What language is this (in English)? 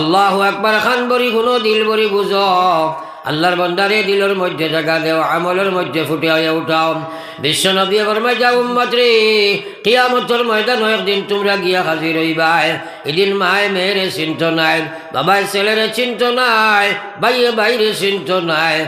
Sylheti